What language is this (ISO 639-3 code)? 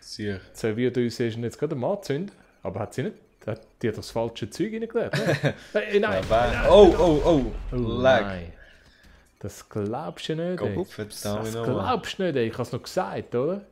gsw